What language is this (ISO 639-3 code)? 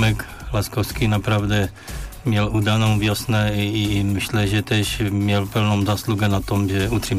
pol